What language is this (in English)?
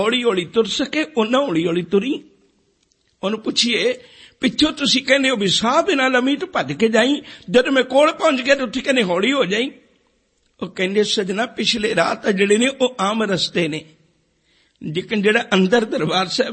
Punjabi